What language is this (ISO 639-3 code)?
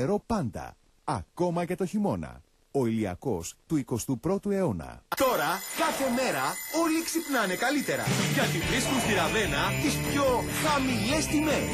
ell